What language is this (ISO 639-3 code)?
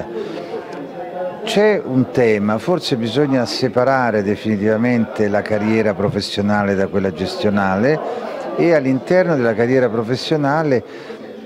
ita